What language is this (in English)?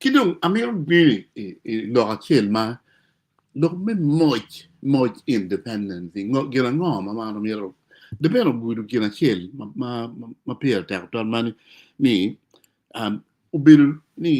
Acoli